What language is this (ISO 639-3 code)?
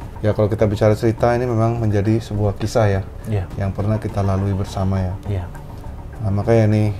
ind